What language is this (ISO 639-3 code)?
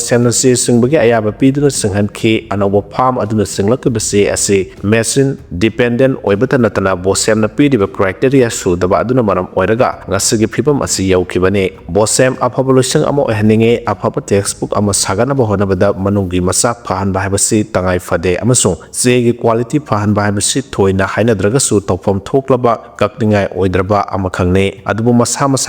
mni